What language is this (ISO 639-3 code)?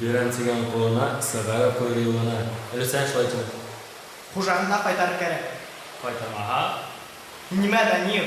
bak